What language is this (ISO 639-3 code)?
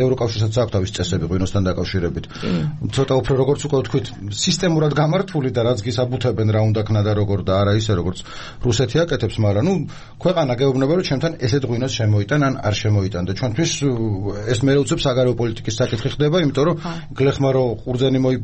kat